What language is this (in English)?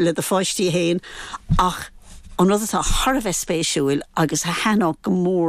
Irish